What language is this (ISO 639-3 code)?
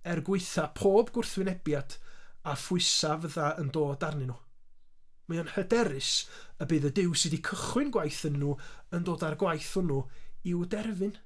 cym